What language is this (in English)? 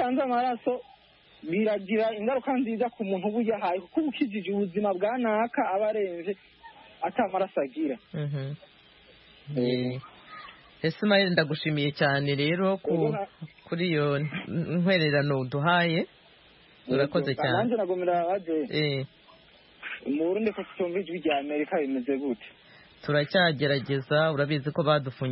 Kinyarwanda